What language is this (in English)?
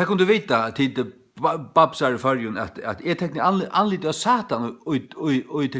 Faroese